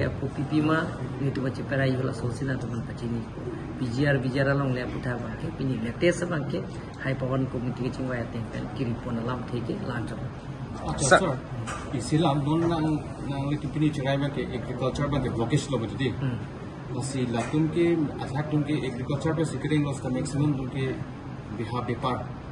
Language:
Karbi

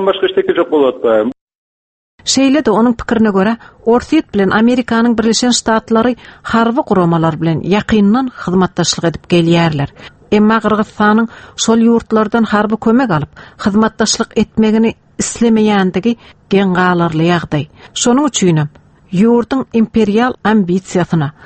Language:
Turkmen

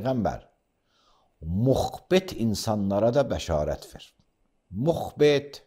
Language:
Azerbaijani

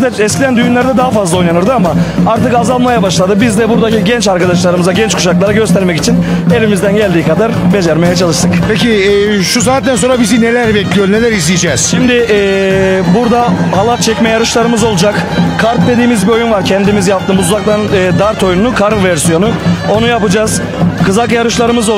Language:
Turkish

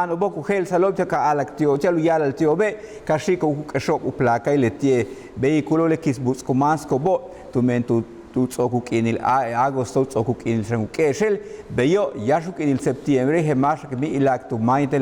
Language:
Yucateco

